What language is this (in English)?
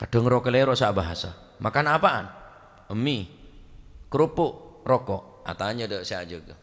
Madurese